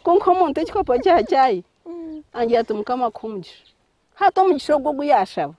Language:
Nyankole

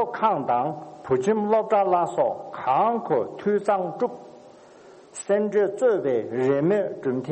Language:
Tibetan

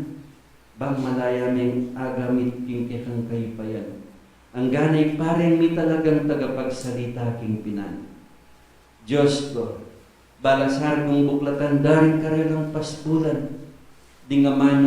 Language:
Pampanga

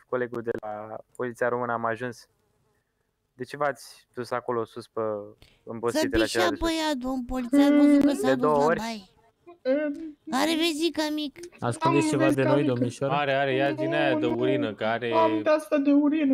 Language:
Romanian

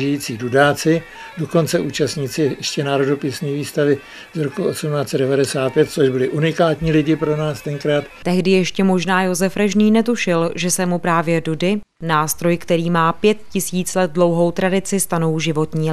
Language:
Czech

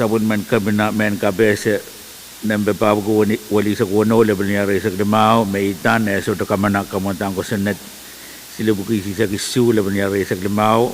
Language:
Pohnpeian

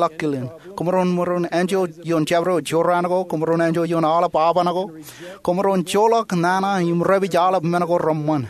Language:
Marshallese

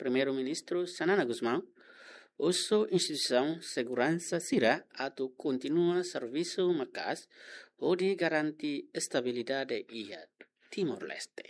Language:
Tetum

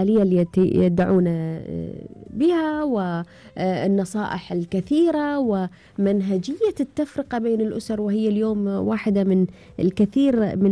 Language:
Gulf Arabic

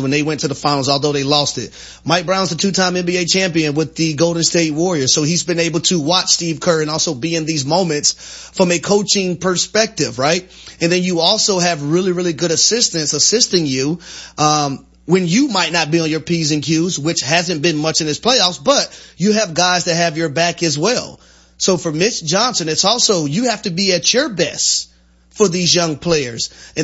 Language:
English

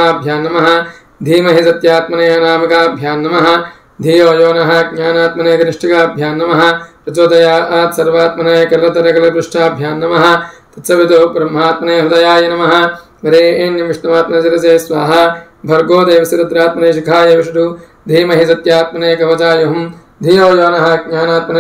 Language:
Sanskrit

